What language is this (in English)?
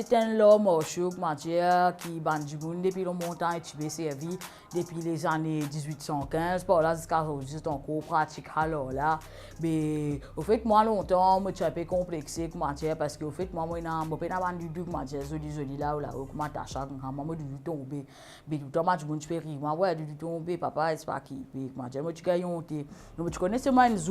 Morisyen